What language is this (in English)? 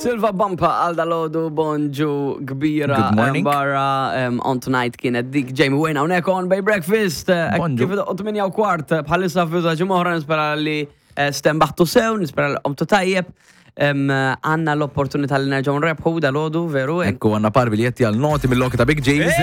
Maltese